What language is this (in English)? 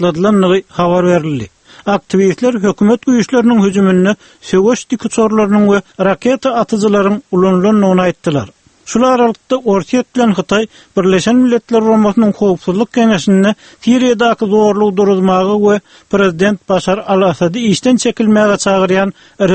Turkmen